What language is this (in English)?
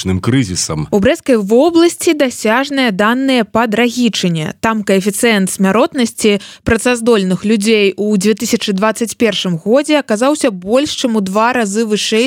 Belarusian